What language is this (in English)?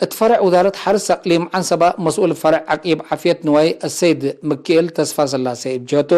Tigre